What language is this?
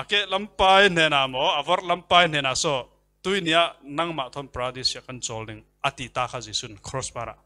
Falam Chin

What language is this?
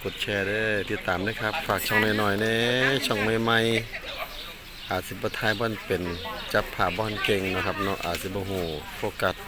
Northeastern Thai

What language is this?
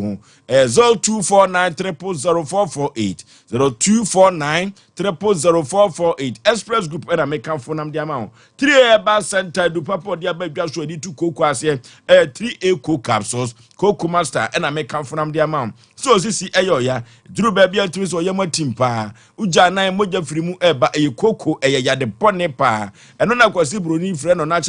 Akan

